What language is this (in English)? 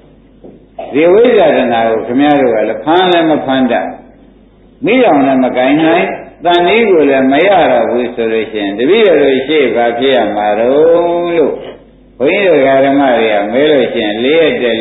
Burmese